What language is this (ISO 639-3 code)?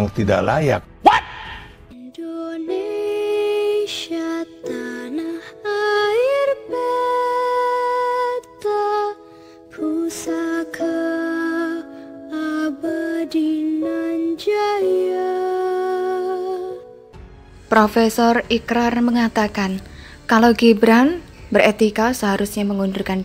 ind